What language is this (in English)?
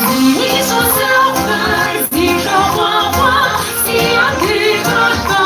Kabardian